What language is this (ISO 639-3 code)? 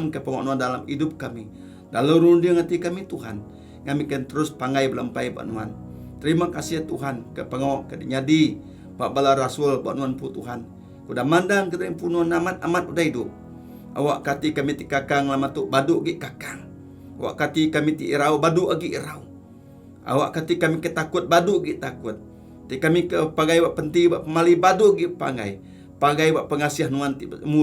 iba